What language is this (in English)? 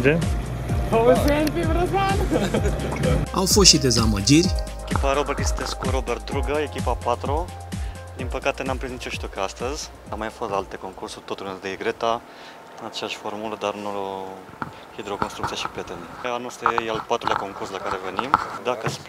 Romanian